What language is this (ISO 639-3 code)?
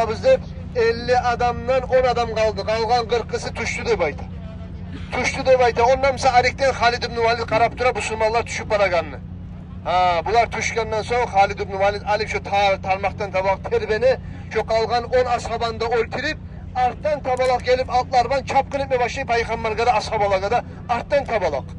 kum